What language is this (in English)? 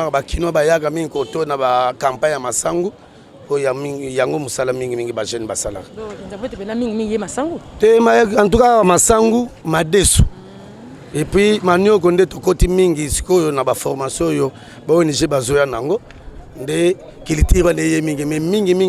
Lingala